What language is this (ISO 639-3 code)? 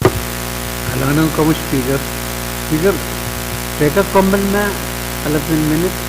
pon